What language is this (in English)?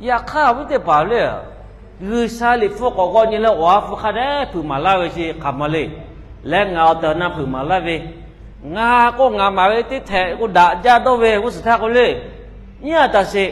Lahu